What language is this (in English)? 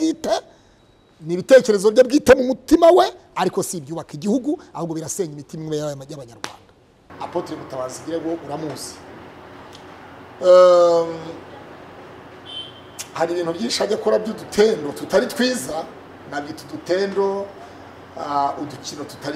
Kinyarwanda